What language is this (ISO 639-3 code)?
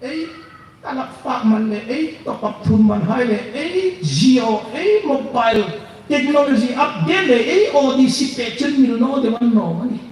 hmr